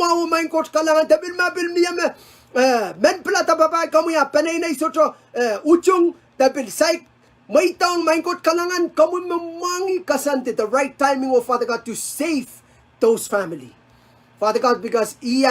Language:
Pohnpeian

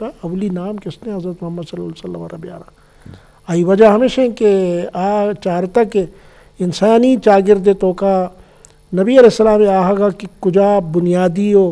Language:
Eastern Balochi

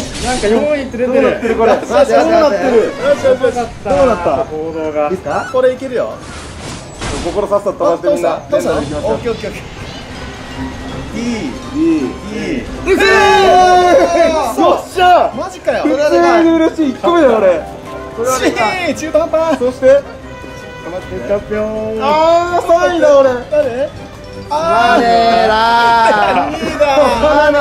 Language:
Japanese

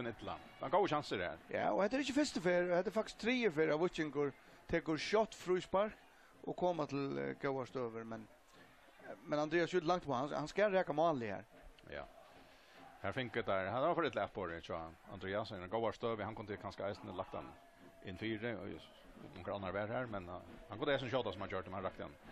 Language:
Faroese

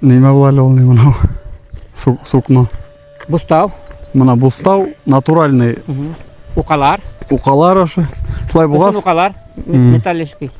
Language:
Bashkir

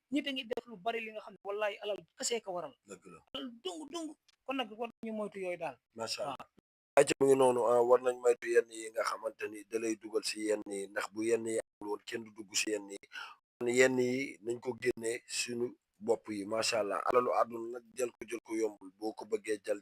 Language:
Wolof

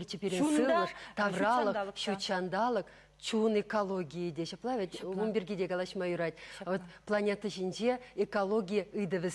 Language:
Chuvash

